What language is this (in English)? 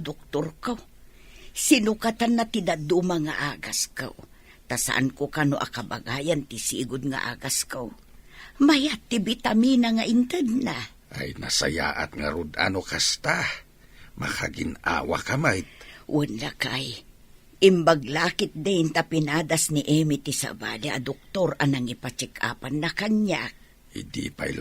Iloko